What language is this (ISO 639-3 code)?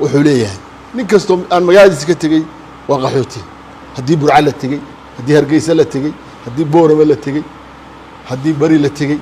som